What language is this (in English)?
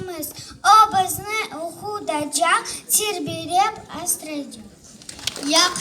Crimean Tatar